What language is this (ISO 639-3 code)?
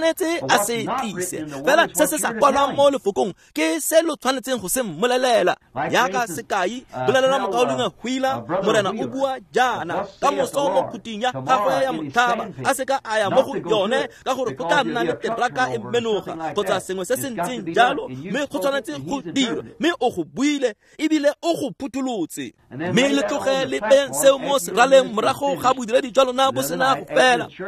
tsn